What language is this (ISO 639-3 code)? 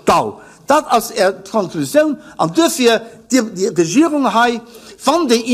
ltz